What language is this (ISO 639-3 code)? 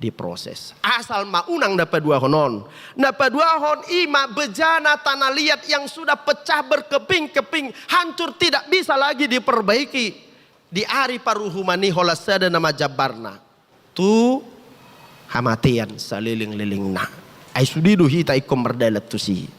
bbc